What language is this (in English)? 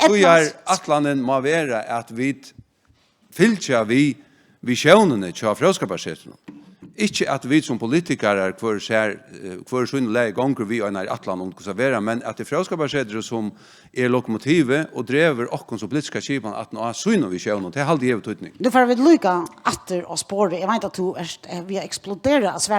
Faroese